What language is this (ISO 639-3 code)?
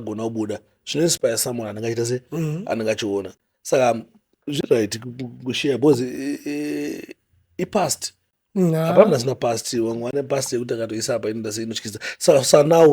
sna